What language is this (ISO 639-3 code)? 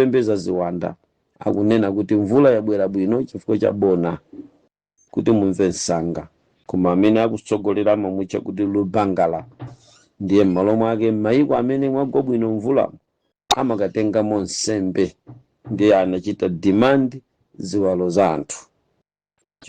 nya